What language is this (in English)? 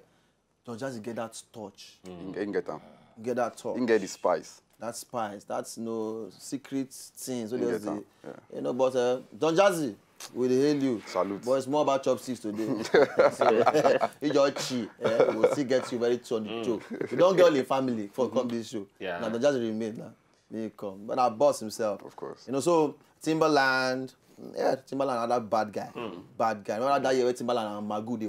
Nigerian Pidgin